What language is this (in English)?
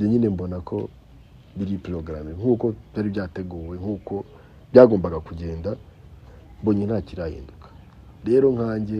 Kinyarwanda